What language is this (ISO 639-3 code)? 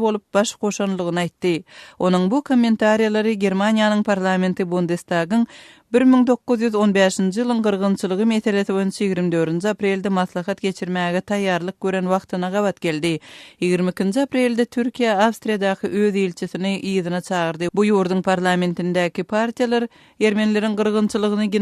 tuk